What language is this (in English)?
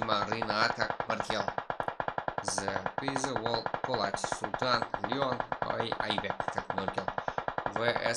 Kara-Kalpak